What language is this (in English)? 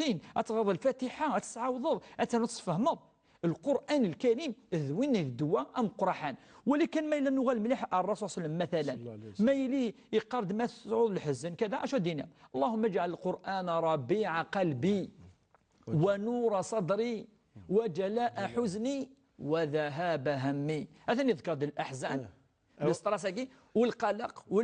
Kabyle